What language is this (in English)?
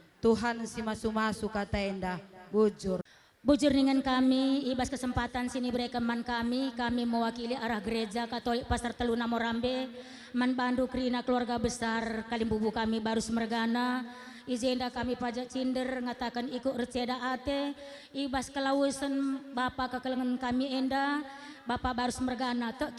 Batak Karo